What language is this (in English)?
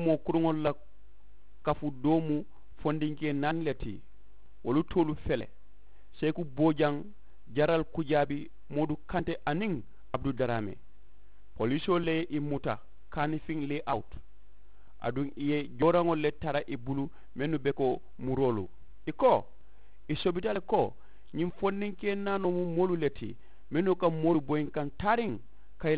Mandingo